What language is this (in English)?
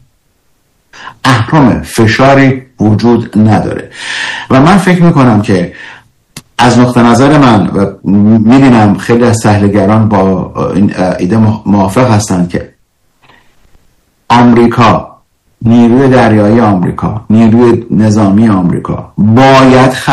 Persian